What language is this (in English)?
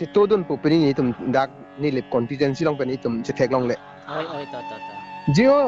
Karbi